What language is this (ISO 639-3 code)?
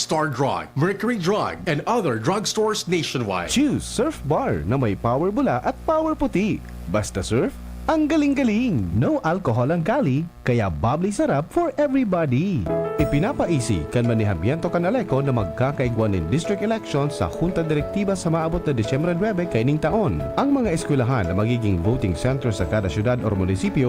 bik